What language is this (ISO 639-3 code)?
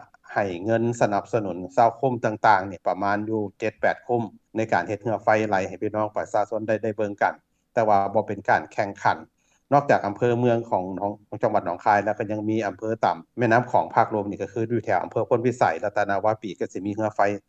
lao